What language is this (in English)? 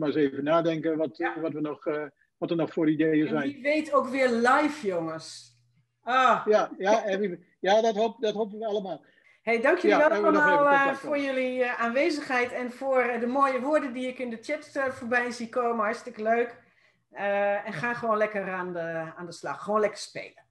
Dutch